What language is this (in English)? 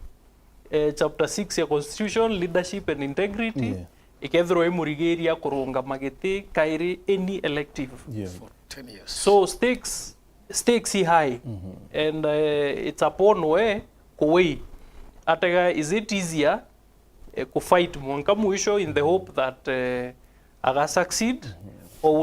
Meru